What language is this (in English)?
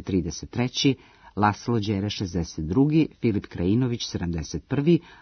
Serbian